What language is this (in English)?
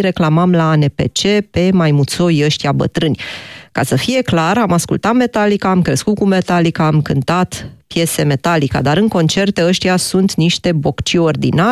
Romanian